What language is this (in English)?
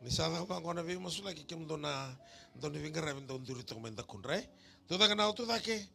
Fijian